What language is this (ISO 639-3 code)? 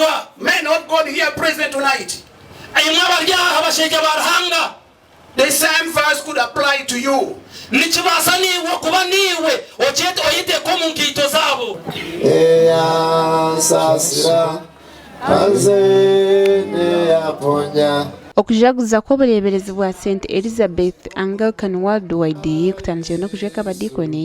nyn